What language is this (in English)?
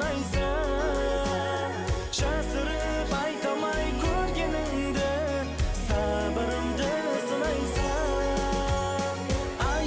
Kara-Kalpak